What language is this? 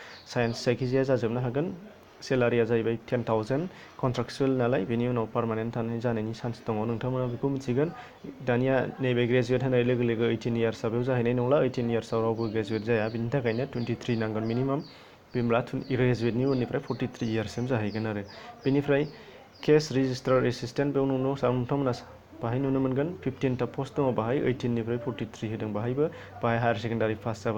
Bodo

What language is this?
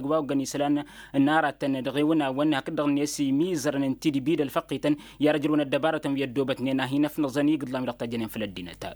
Tamasheq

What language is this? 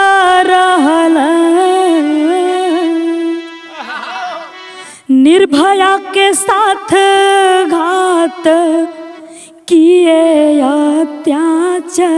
Bhojpuri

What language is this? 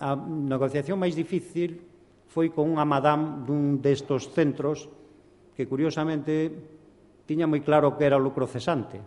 Galician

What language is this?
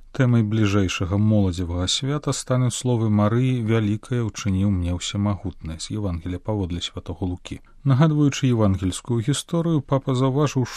Belarusian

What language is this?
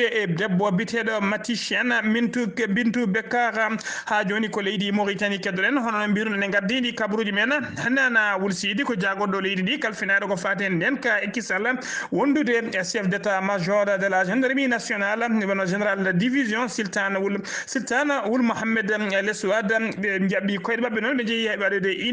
Fula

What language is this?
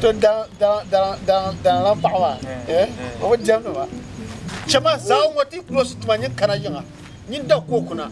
Dagbani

